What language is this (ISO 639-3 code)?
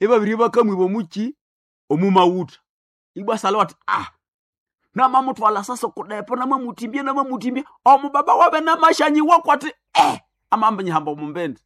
nnb